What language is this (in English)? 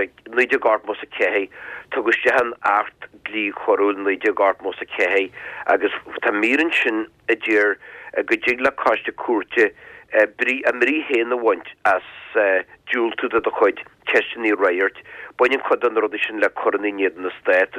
Irish